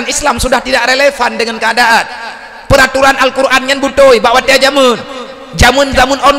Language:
Achinese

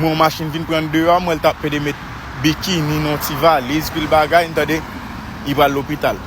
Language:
Haitian Creole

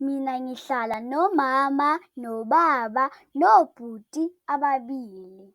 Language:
Zulu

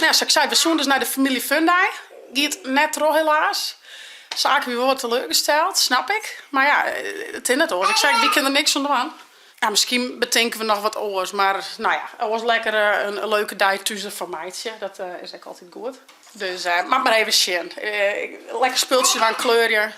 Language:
Western Frisian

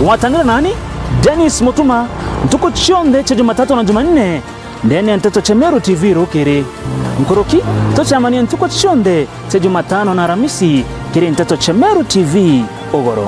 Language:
Meru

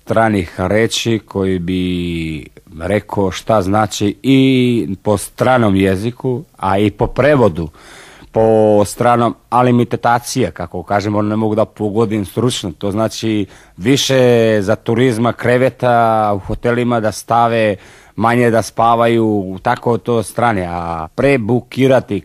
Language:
Serbian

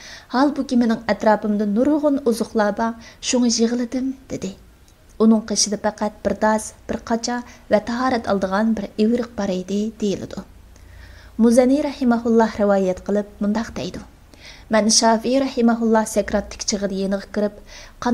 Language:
Uyghur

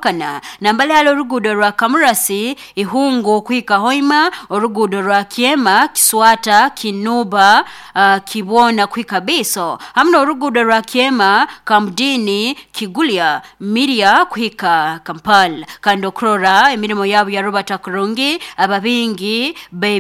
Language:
Nyoro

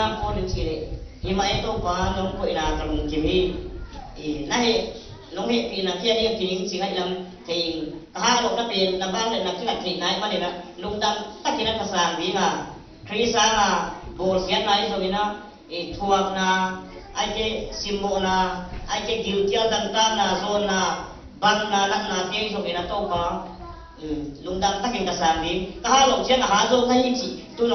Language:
Tedim Chin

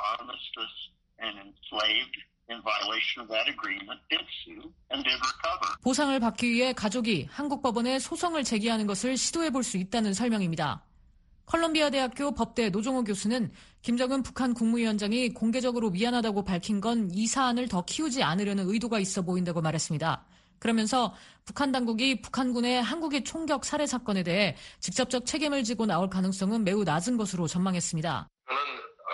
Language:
Korean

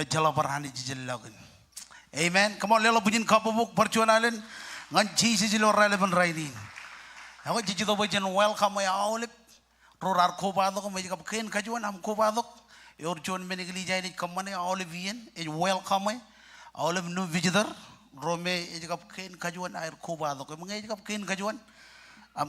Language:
Marshallese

